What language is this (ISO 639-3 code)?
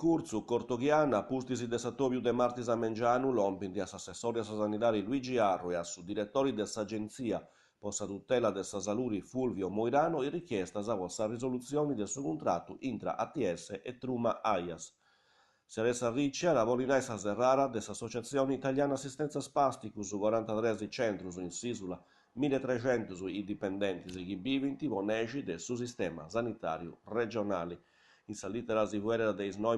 srd